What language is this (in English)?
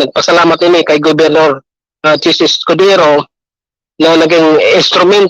Bikol